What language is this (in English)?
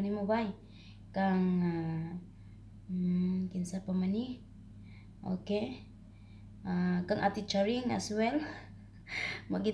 Cebuano